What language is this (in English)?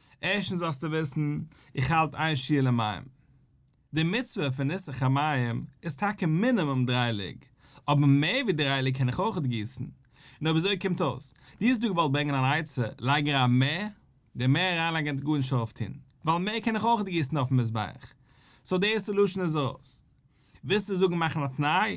Yiddish